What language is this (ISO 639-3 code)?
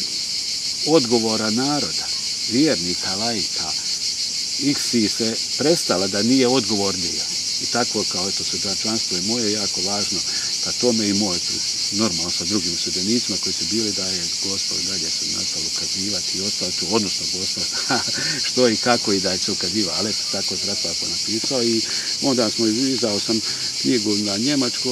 hrv